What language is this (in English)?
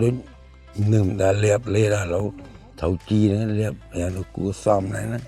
Khmer